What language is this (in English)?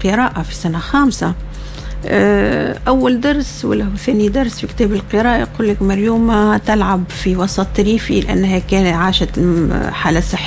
Tunisian Arabic